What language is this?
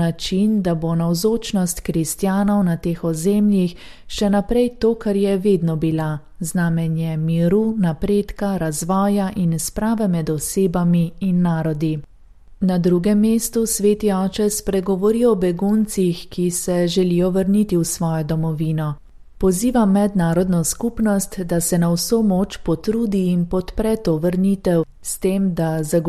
Slovenian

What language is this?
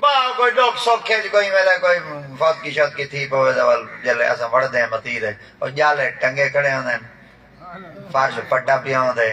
Saraiki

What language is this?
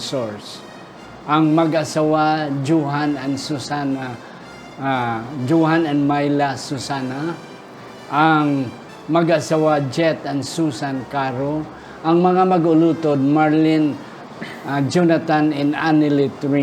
Hiligaynon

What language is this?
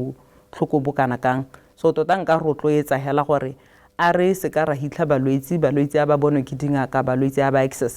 Tswana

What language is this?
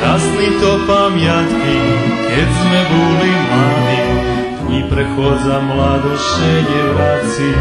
Rusyn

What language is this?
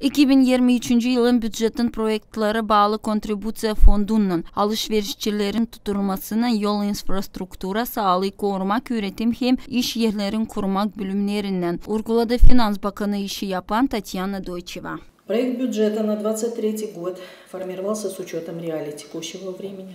Gagauz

